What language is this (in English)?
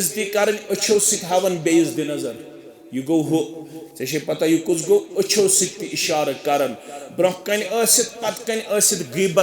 Kashmiri